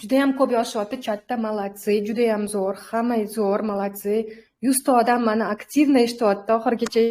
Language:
Uzbek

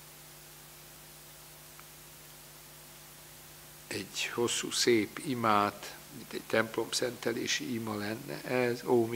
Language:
Hungarian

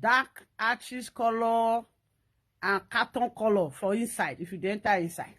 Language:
Nigerian Pidgin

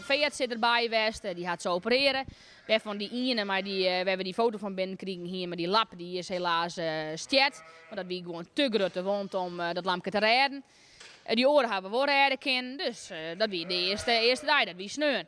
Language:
Western Frisian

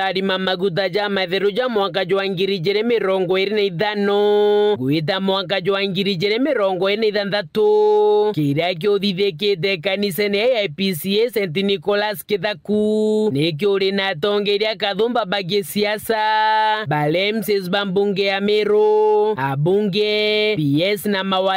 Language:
Meru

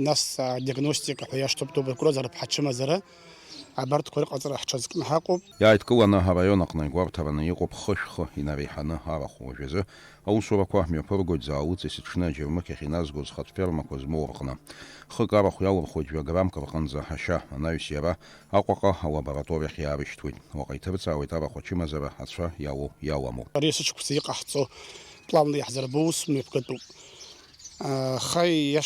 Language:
Abkhazian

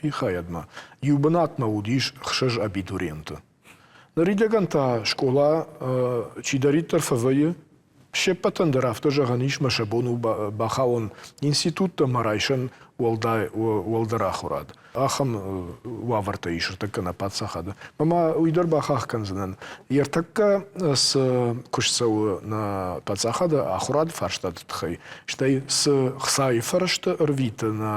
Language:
Ossetic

